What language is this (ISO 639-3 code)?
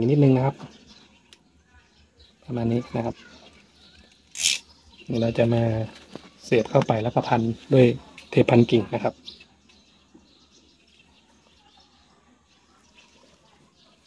tha